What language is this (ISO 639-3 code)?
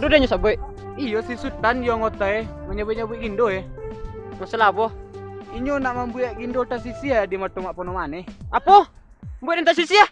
min